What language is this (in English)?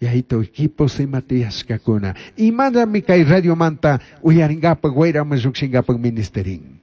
Chimborazo Highland Quichua